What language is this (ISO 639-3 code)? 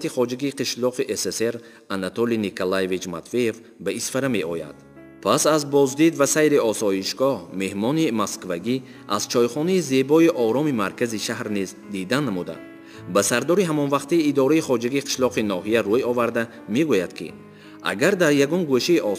tgk